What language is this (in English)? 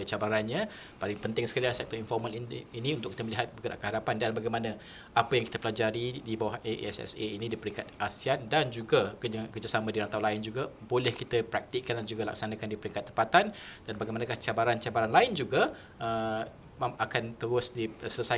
Malay